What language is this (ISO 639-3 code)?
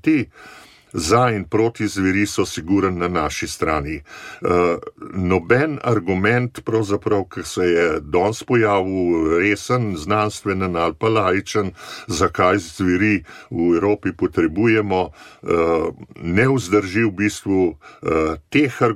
slv